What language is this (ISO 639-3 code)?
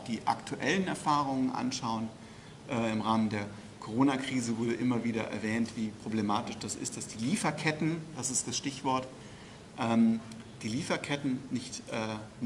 deu